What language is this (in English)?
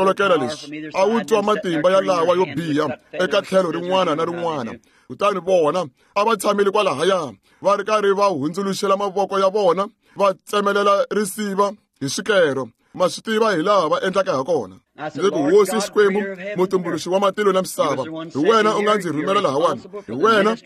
Tsonga